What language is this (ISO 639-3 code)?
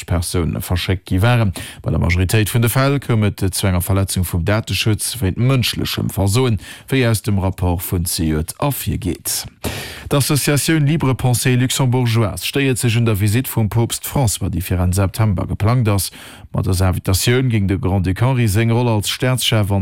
ltz